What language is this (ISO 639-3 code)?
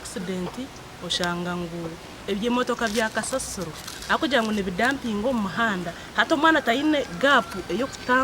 nyn